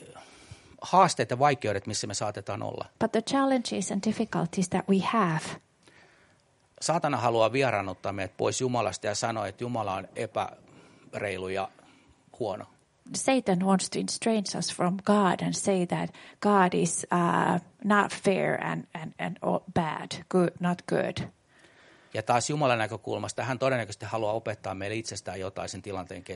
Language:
Finnish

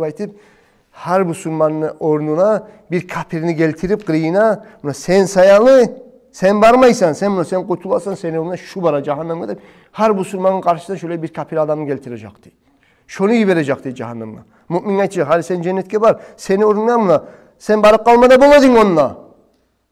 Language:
Kumyk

